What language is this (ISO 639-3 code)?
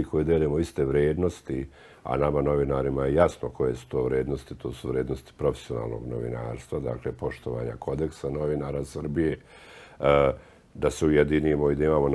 srp